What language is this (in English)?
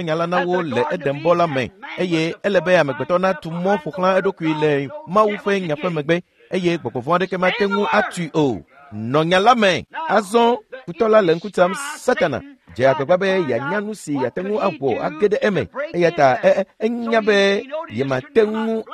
Ewe